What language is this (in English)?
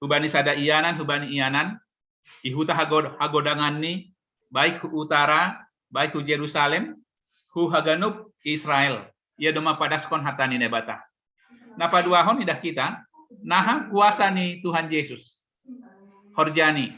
Batak Simalungun